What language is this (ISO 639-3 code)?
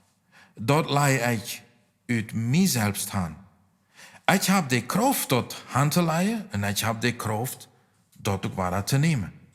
pdt